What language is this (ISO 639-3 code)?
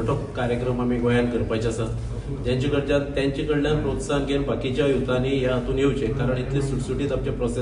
kok